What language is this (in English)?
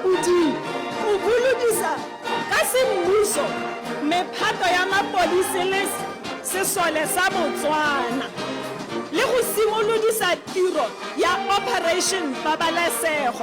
Tswana